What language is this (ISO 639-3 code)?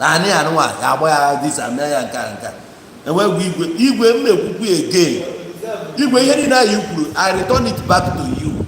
ibo